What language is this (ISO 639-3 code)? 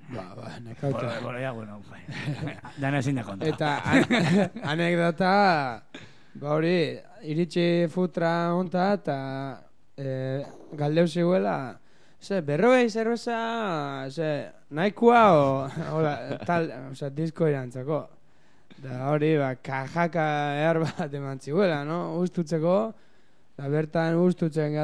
eus